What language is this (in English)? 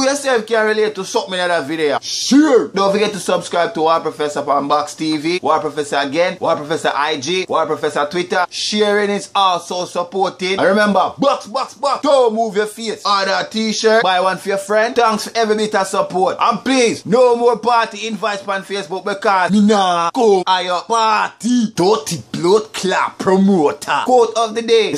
Jamaican Creole English